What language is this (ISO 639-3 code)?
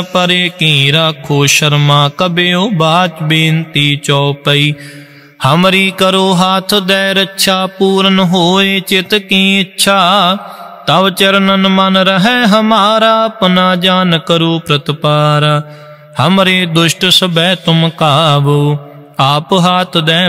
pan